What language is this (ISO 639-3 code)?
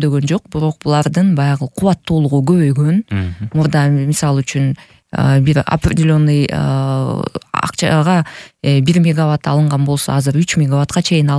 kir